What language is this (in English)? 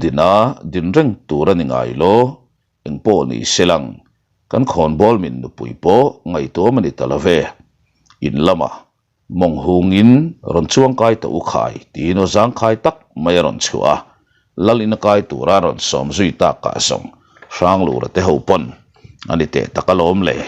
Mizo